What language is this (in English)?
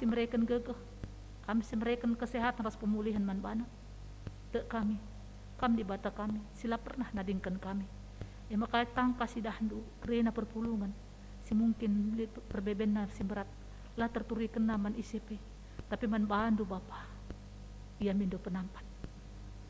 Batak Karo